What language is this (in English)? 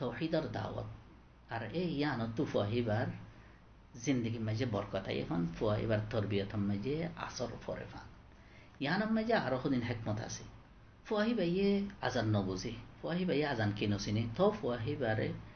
Rohingya